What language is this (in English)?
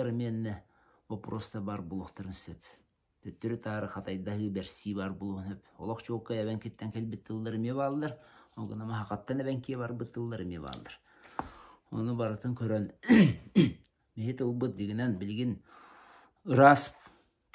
Yakut